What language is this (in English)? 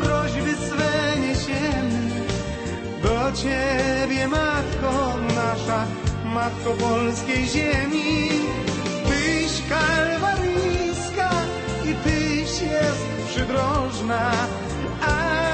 Polish